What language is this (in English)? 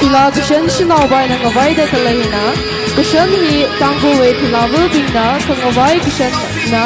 Tangkhul Naga (India)